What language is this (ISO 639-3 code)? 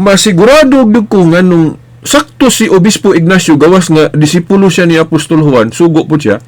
ceb